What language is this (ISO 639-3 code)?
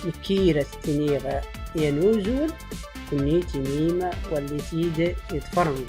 shi